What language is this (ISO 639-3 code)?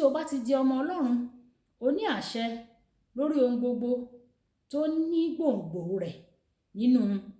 yor